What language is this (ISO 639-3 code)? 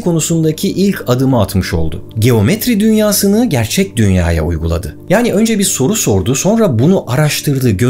tur